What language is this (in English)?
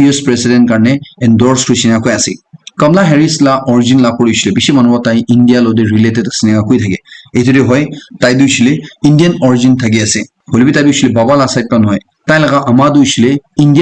Naga Pidgin